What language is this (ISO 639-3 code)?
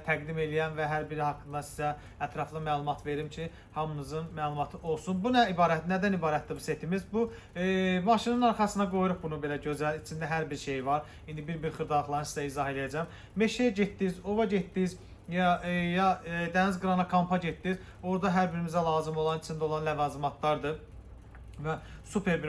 aze